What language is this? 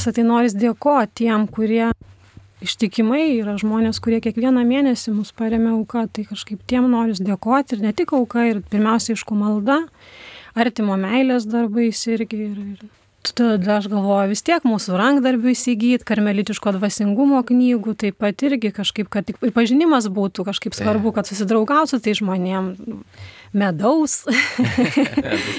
Lithuanian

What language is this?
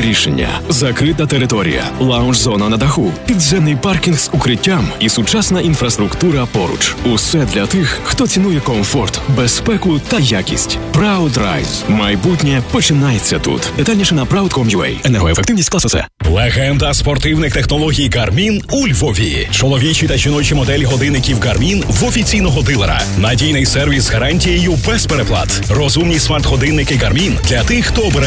Ukrainian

